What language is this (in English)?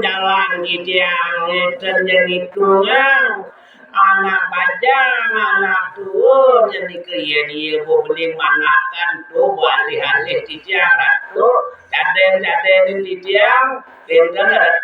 Balinese